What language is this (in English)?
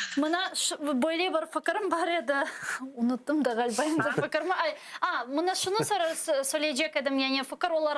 Crimean Tatar